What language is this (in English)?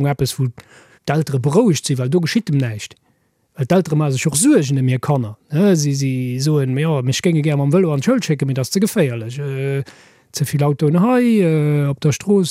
Luxembourgish